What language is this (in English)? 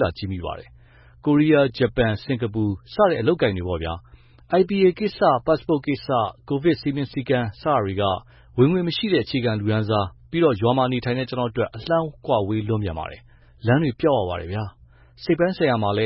Burmese